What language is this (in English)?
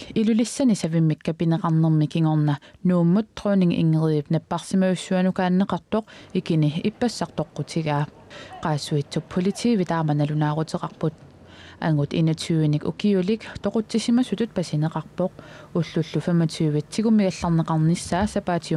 Kalaallisut